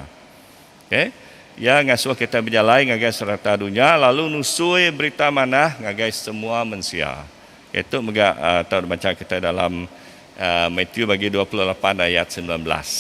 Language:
Iban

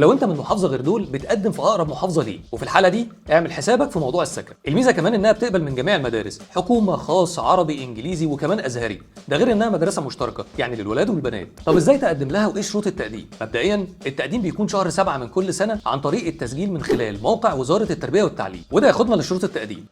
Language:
Egyptian Arabic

